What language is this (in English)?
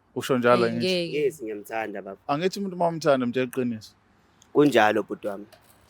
Zulu